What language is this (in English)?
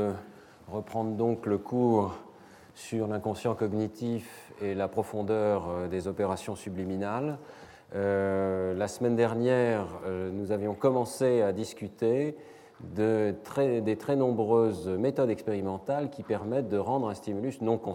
French